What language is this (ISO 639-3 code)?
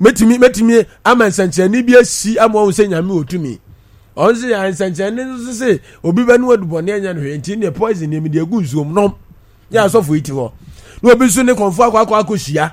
aka